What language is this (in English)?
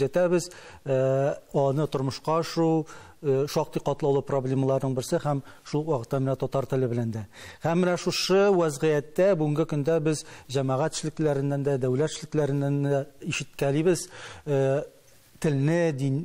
Tatar